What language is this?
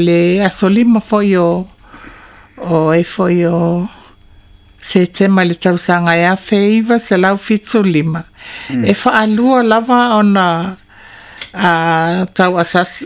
Samoan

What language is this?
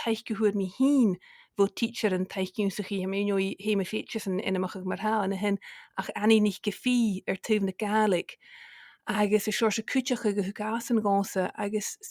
Scottish Gaelic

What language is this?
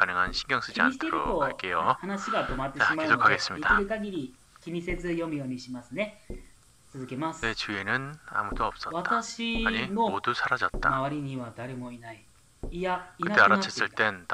Korean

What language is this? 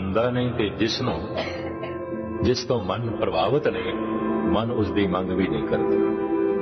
Punjabi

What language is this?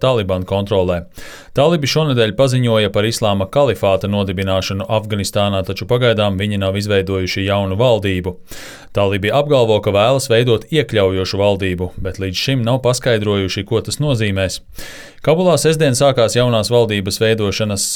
Latvian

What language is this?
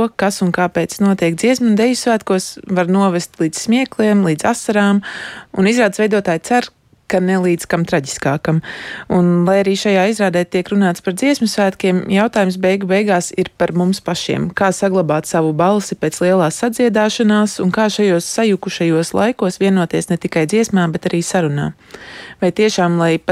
Latvian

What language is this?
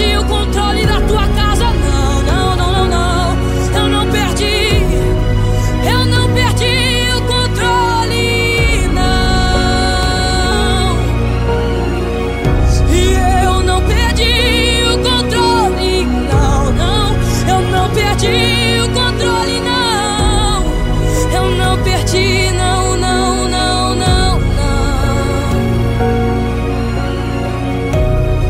Portuguese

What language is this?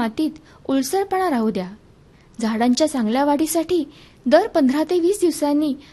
Marathi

